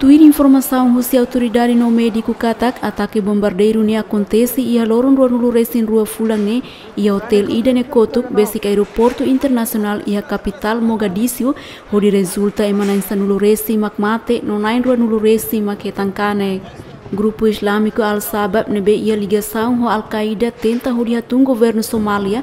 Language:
Tetum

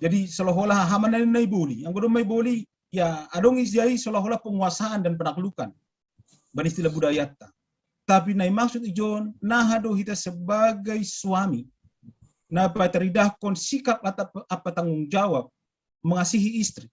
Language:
Batak Simalungun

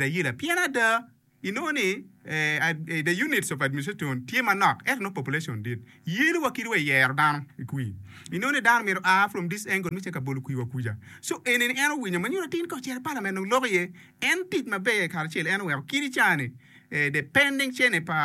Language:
Acoli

